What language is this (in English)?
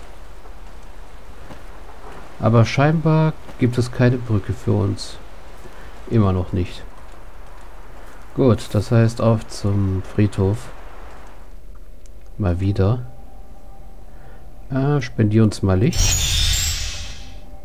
German